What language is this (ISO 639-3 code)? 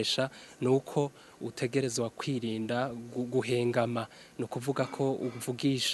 run